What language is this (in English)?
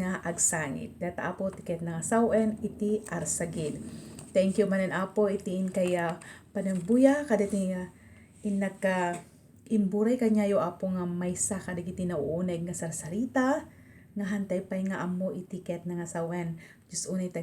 Iloko